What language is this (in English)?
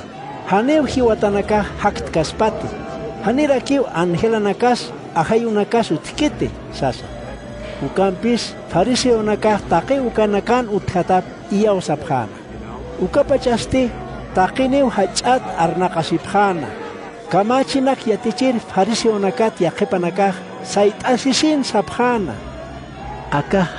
Aymara